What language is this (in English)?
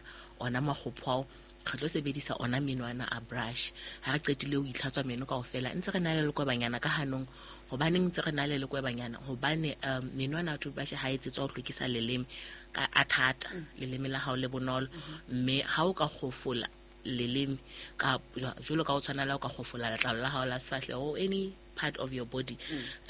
Southern Sotho